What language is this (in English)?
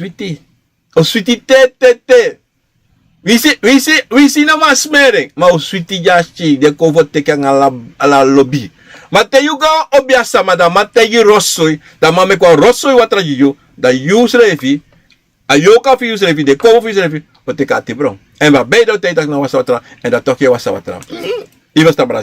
Sranan Tongo